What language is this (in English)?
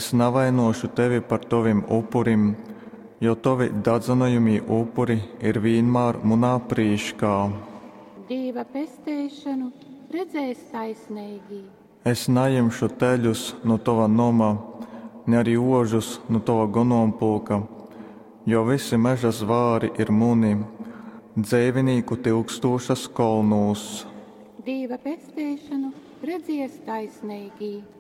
Latgalian